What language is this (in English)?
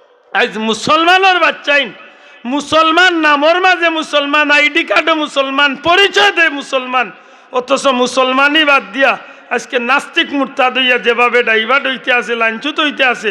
Sylheti